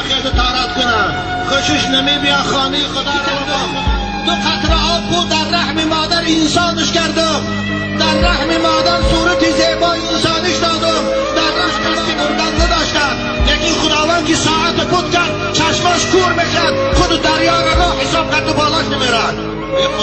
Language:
Tajik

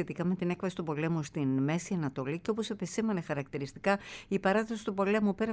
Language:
Greek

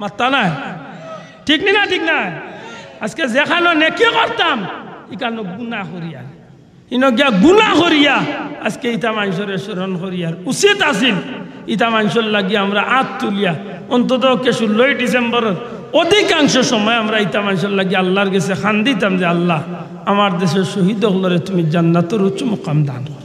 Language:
Sylheti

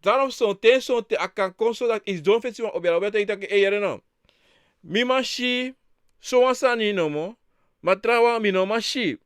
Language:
Sranan Tongo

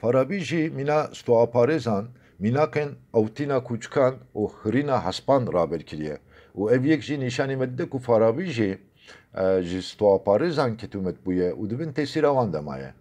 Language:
Kurdish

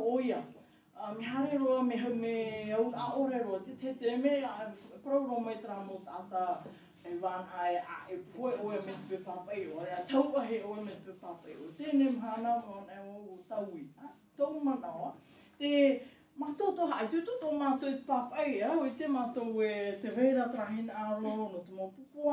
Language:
Tahitian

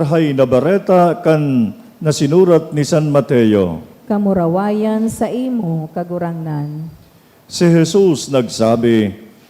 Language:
Bikol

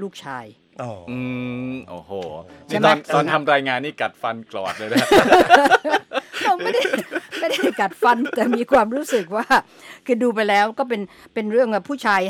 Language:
Thai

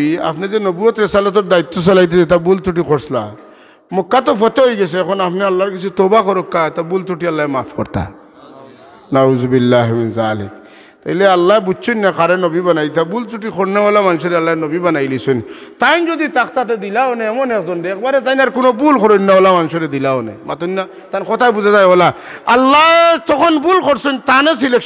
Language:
Sylheti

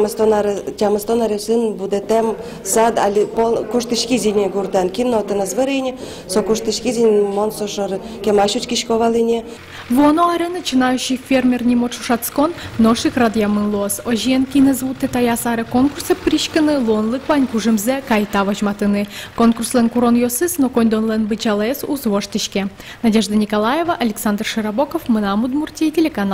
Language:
Udmurt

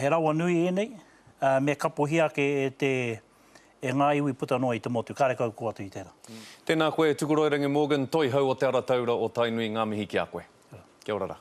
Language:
Māori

